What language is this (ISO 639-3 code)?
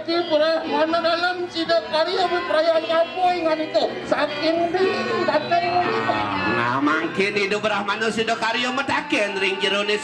ban